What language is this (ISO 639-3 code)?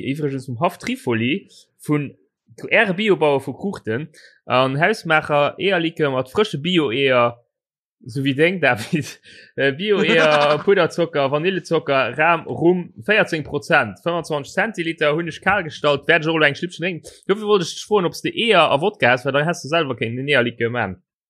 ltz